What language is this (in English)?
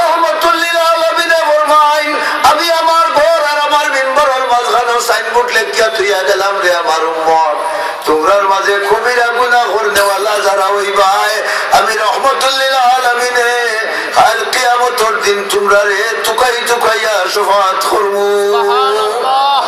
Sylheti